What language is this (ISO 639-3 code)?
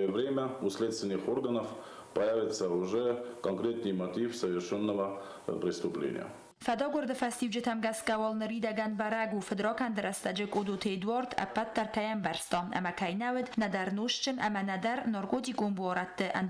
oss